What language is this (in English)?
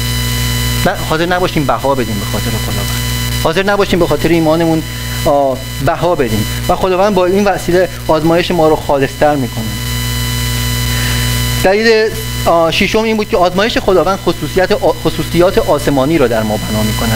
Persian